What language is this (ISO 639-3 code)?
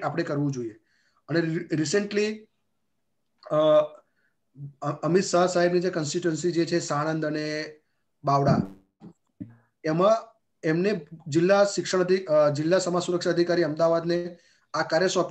guj